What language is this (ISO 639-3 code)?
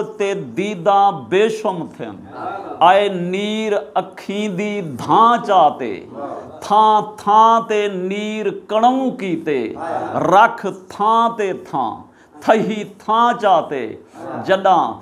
skr